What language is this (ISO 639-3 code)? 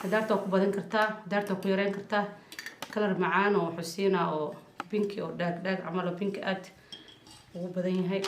som